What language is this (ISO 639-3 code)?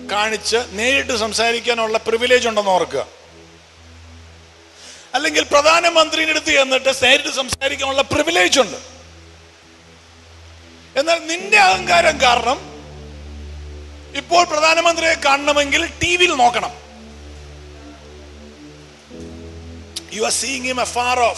mal